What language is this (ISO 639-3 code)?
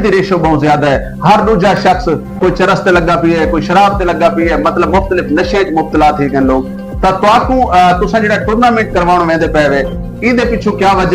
skr